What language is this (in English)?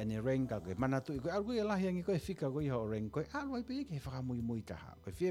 Tongan